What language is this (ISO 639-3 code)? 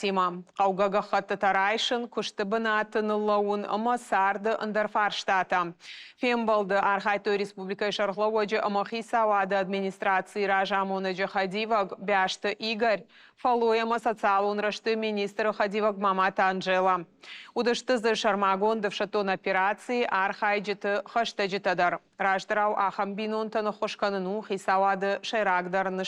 oss